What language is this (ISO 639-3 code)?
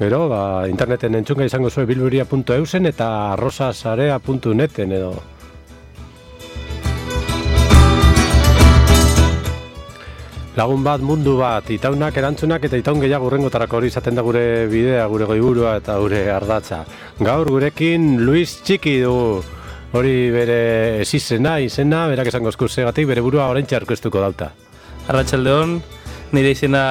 eus